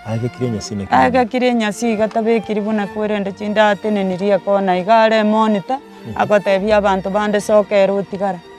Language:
Gusii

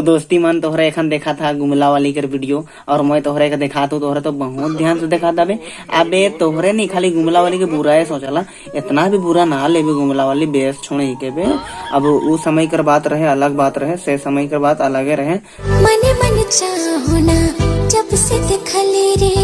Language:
Sadri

